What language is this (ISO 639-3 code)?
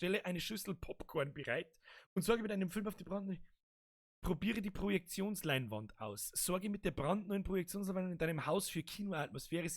bar